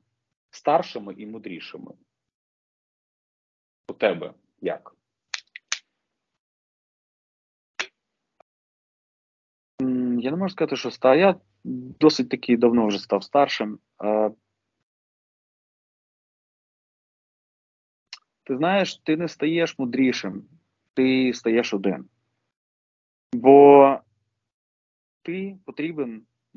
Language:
Ukrainian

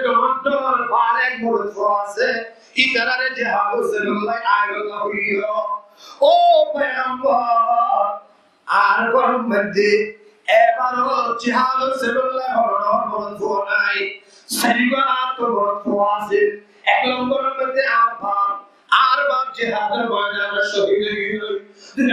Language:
Rohingya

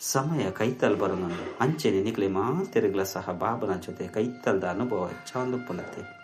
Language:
Tulu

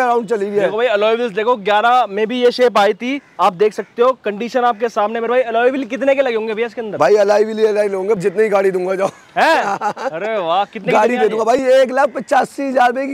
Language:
Hindi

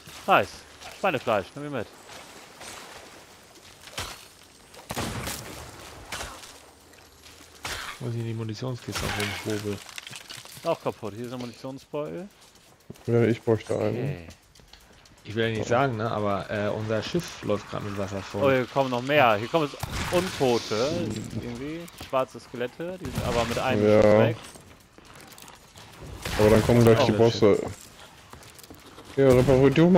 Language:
German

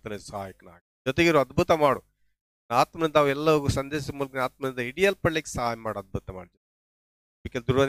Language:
Kannada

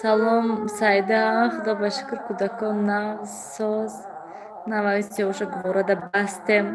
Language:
Tajik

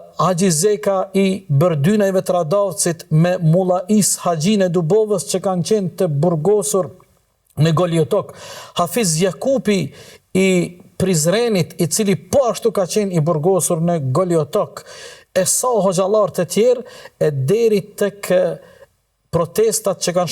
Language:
Albanian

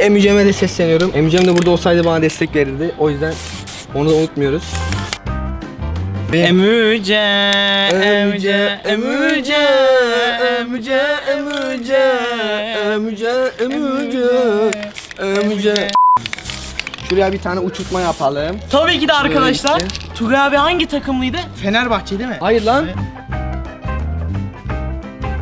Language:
Turkish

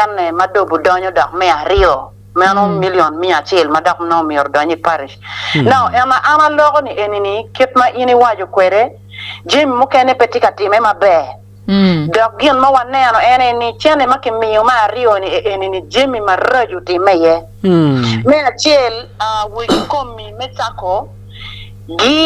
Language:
Acoli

